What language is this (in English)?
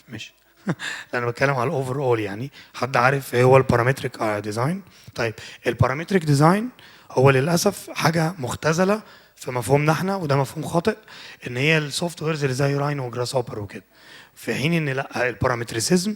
Egyptian Arabic